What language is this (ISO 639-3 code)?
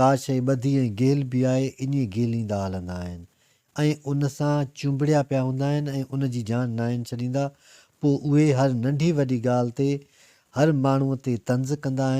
snd